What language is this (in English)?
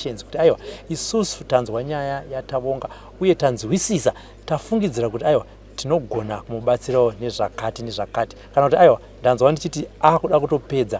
Shona